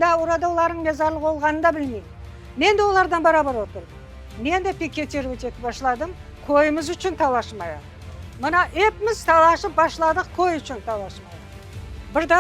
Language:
Crimean Tatar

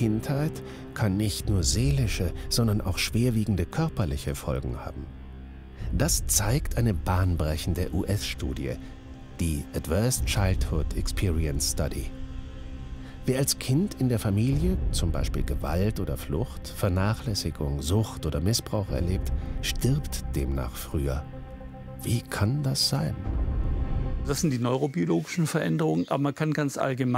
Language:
German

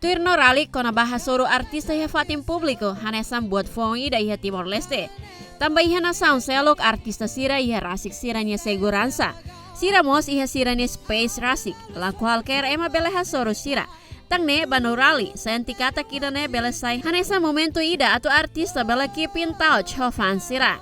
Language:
Tetum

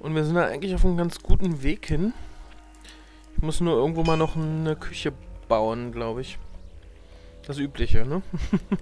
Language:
German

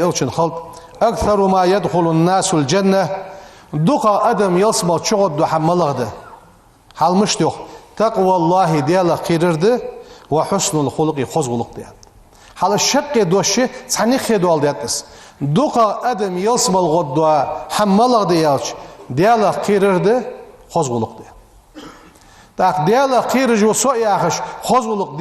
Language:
Ingush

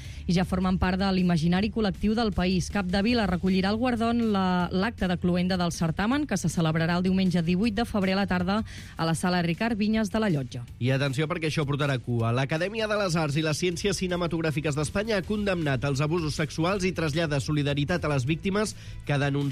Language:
Catalan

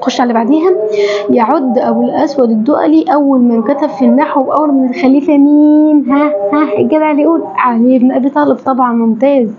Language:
Egyptian Arabic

